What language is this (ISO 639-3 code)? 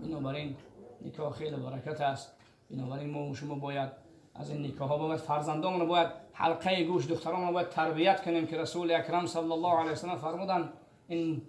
tgk